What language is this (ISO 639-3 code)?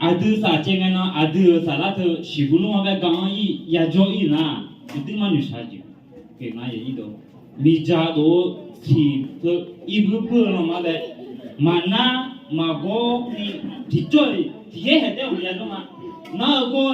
ahk